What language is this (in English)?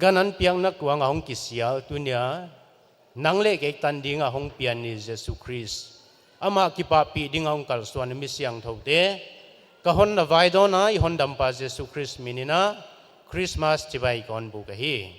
Paite Chin